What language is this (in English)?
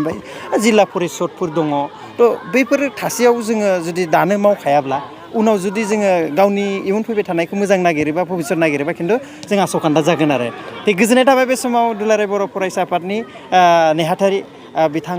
Bodo